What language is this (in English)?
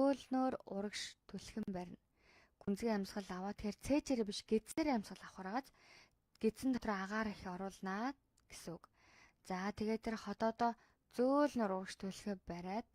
Mongolian